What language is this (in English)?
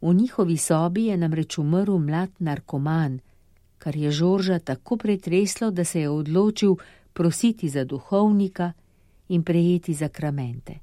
Slovenian